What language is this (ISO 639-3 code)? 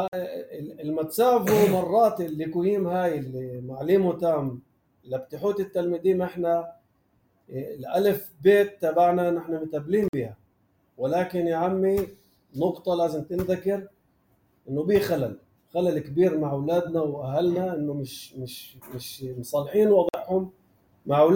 apc